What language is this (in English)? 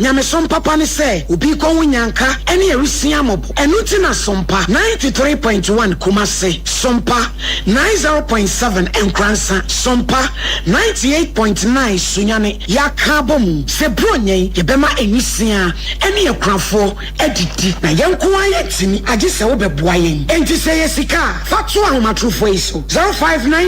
Akan